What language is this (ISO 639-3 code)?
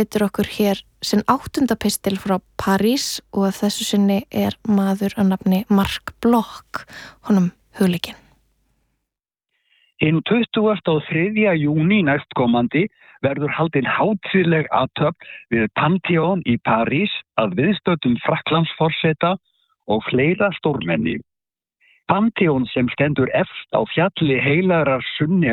isl